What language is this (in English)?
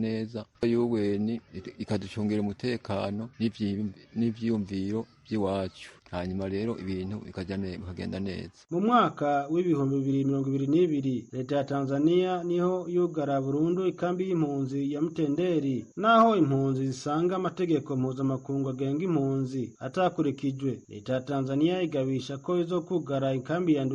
Rundi